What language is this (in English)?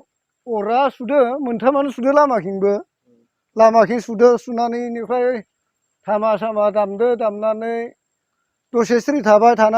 Bodo